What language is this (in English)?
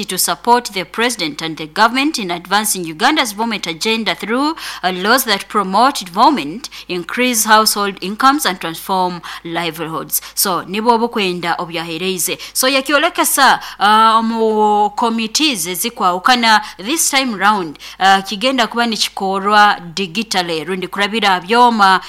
Nyoro